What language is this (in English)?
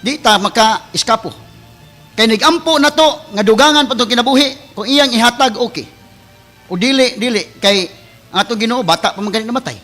Cebuano